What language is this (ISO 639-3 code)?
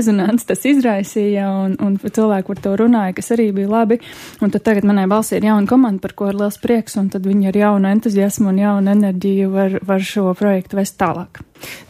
lav